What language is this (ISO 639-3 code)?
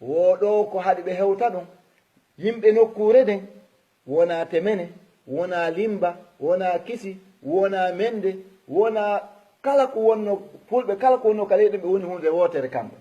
ful